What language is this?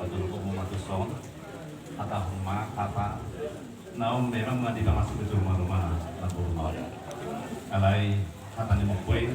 Batak Toba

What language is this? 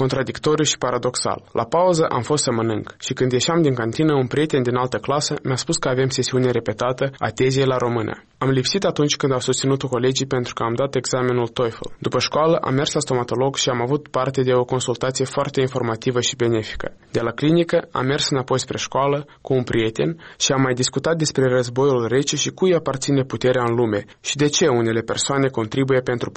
Romanian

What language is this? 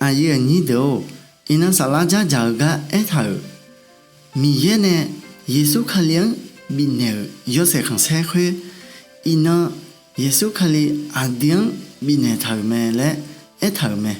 Akha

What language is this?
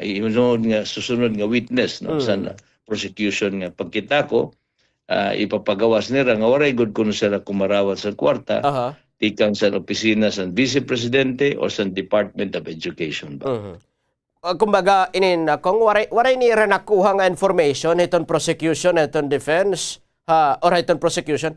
Waray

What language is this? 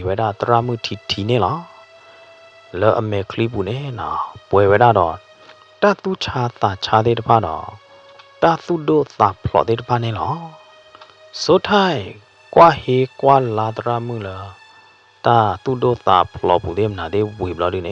S'gaw Karen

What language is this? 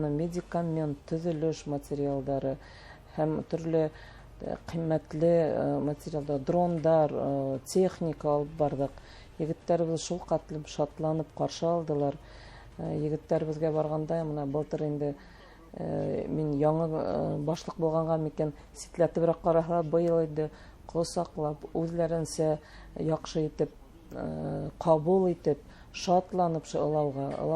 Bashkir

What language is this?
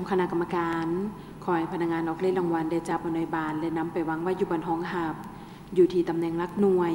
Lao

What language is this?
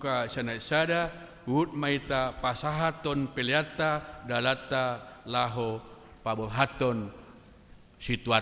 Batak Toba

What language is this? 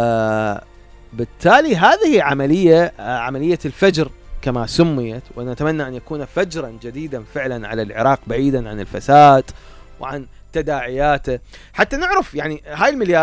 Mesopotamian Arabic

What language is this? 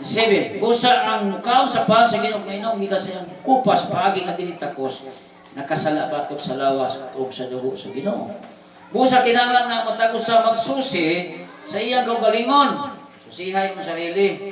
Cebuano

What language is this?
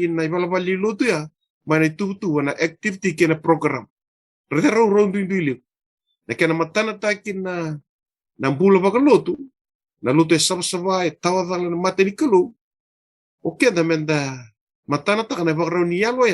Fijian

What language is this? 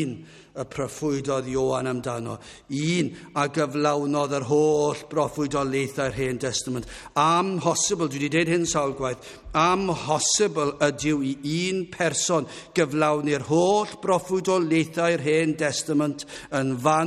Welsh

